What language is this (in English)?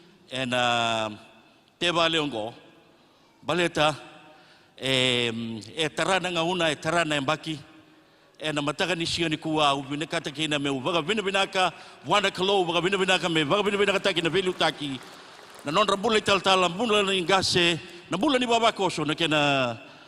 Fijian